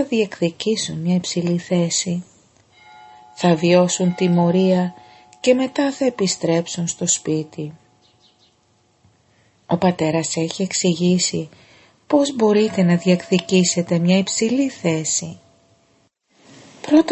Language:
Greek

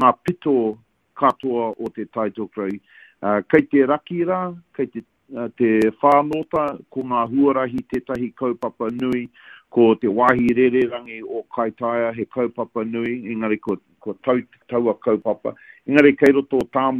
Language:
Māori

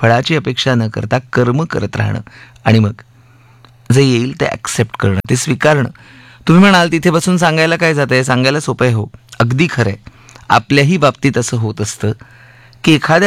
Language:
Marathi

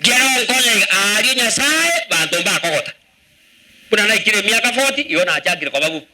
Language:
Gusii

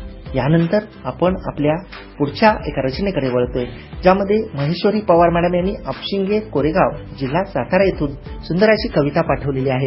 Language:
Marathi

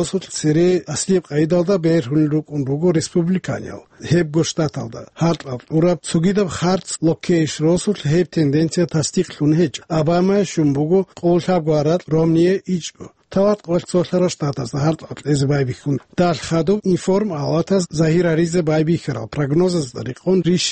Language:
Avaric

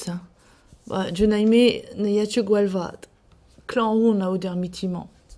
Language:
Breton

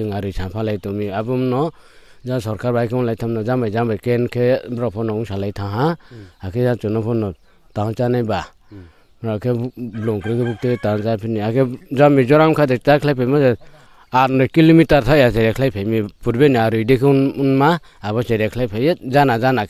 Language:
Riang (India)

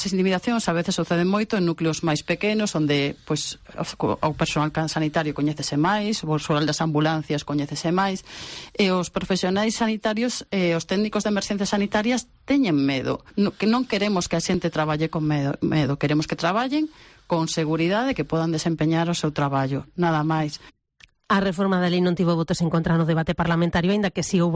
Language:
Galician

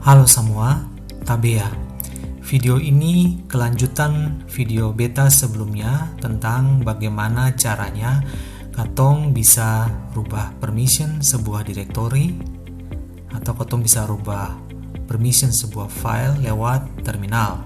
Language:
Ambonese Malay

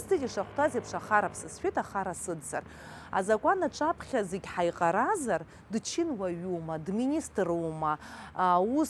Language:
Abkhazian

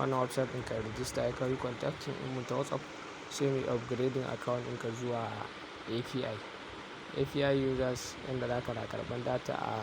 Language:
Hausa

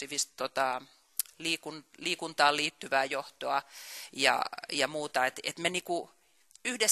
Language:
Finnish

